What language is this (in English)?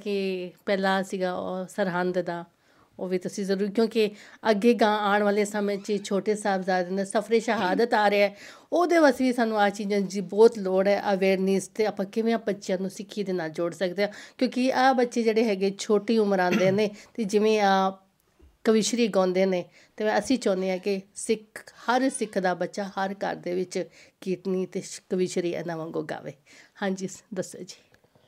Punjabi